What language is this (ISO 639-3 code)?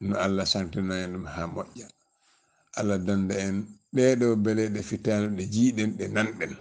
ful